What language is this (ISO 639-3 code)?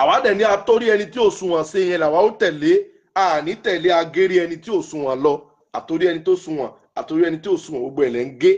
yor